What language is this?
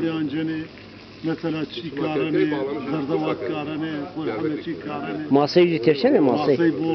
Zaza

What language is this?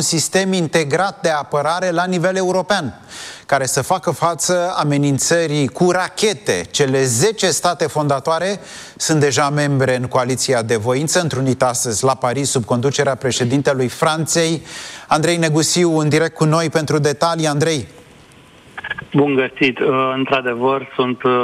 Romanian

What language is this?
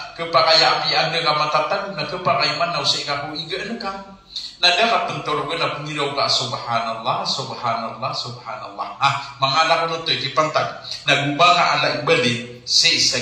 Maranao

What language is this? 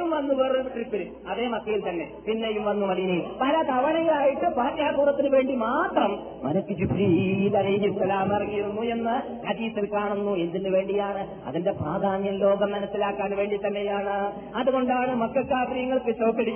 Malayalam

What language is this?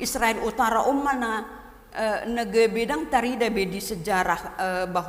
Batak Toba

